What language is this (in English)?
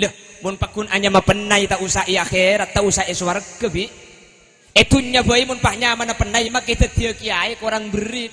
Madurese